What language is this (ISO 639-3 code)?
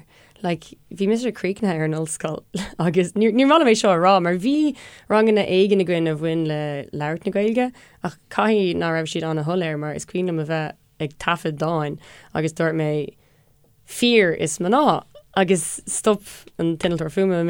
gle